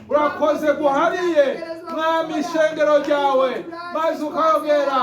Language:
Rundi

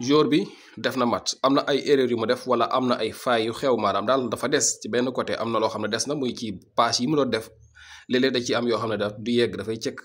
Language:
Wolof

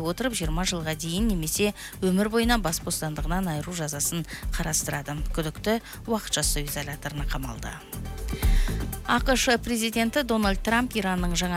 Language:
Kazakh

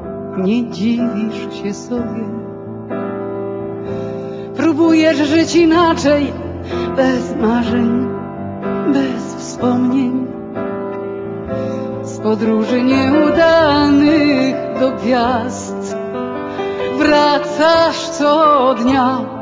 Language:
Polish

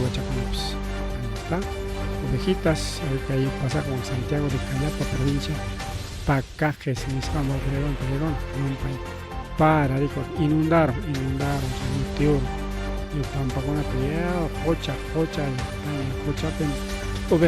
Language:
Ayacucho Quechua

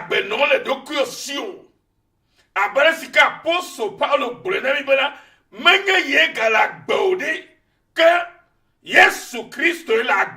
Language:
Ewe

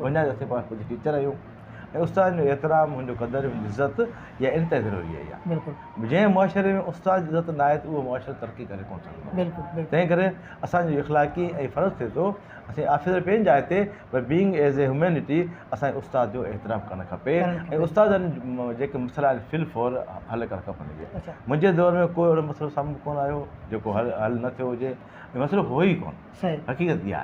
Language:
Sindhi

